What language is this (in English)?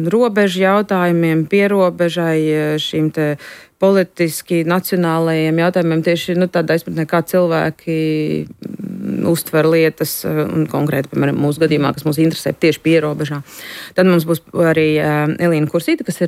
Latvian